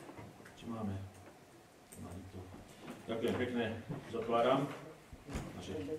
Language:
Slovak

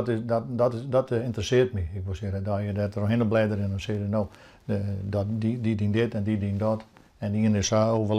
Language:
Western Frisian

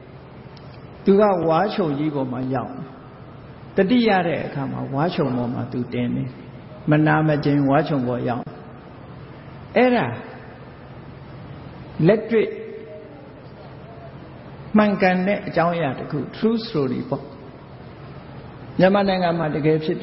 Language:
Burmese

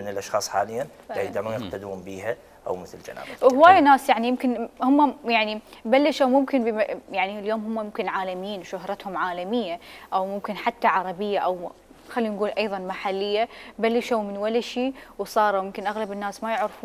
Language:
Mesopotamian Arabic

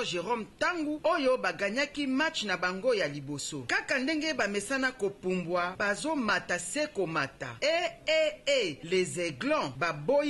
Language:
Lingala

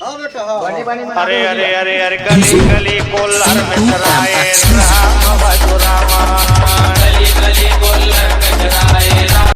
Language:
Chhattisgarhi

